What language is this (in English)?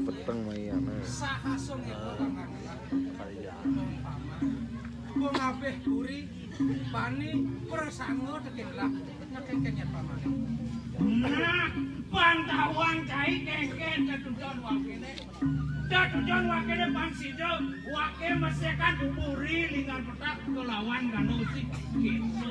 Balinese